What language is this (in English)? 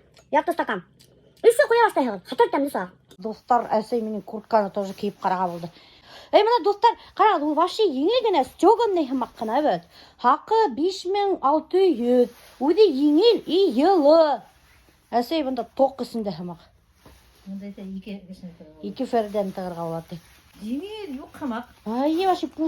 Bashkir